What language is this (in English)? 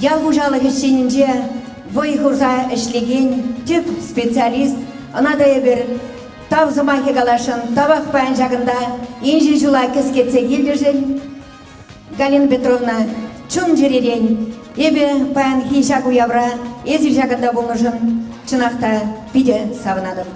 Chuvash